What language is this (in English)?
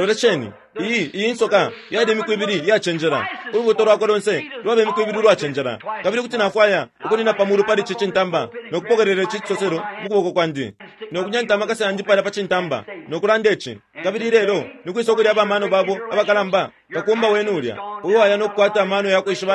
Bemba